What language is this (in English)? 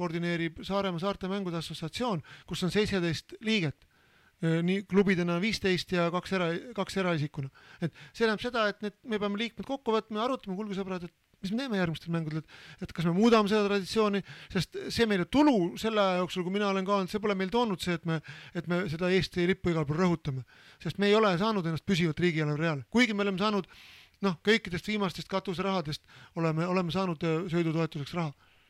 Estonian